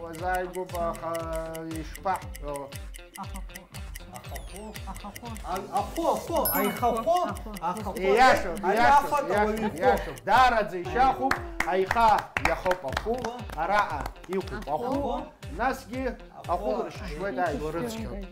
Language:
Abkhazian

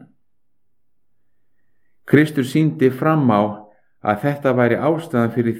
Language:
Icelandic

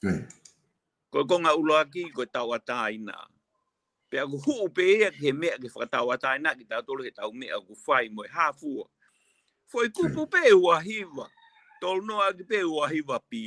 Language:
Tongan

